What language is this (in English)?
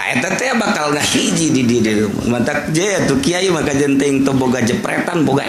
Sundanese